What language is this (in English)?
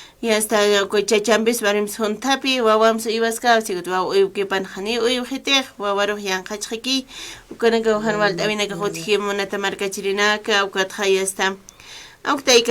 Aymara